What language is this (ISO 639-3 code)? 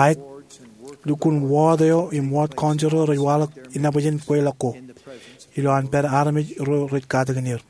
mah